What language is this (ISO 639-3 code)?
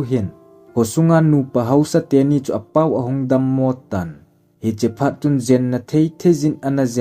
tcz